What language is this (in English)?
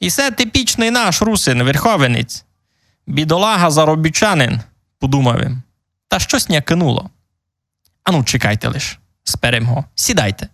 Rusyn